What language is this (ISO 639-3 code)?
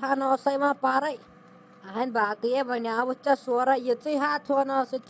kas